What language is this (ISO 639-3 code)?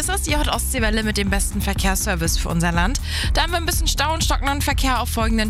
deu